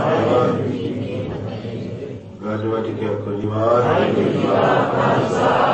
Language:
Punjabi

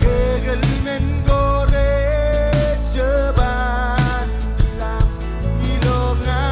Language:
Marshallese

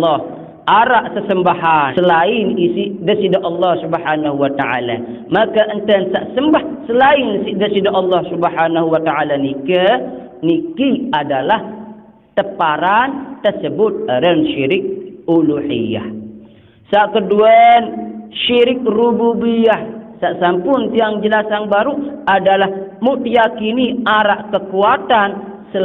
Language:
Sasak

